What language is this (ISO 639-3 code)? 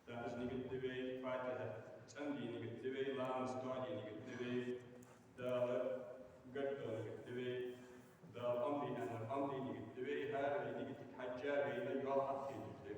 inh